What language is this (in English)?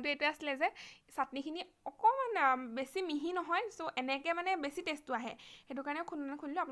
Assamese